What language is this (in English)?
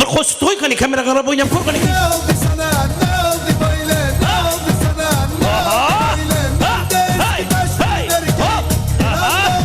Kara-Kalpak